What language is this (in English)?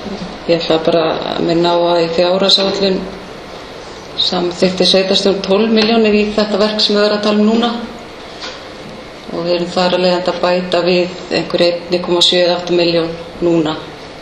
Icelandic